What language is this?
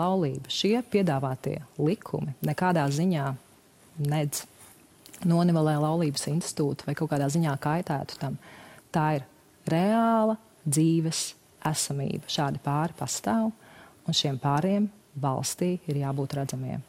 Latvian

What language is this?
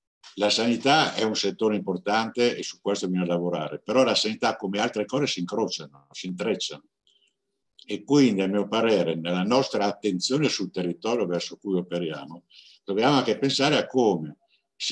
Italian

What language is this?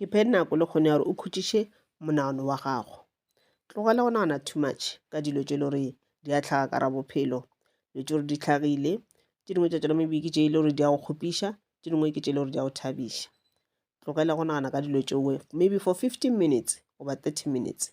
Northern Sotho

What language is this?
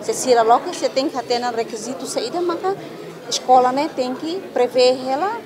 Tetum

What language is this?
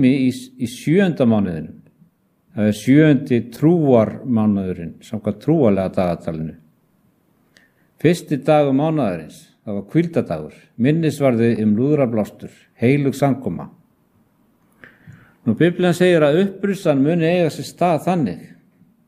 Icelandic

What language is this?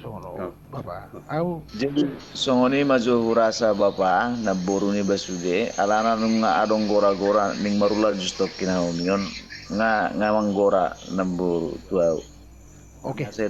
Batak Toba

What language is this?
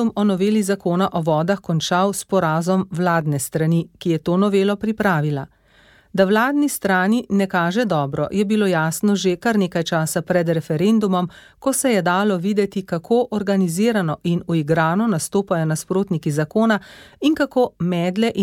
Slovenian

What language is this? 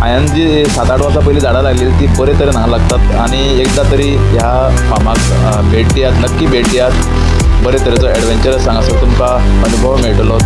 Konkani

